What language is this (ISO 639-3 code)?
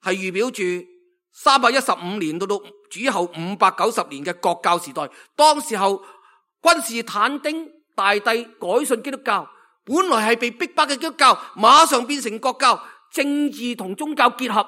yue